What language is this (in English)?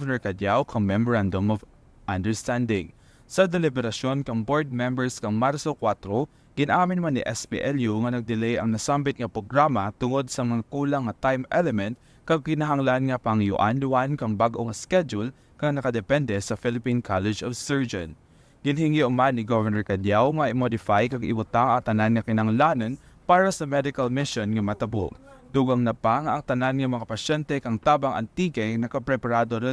Kinaray-a